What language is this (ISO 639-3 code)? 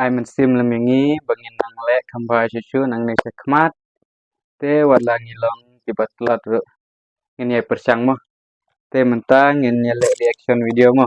kha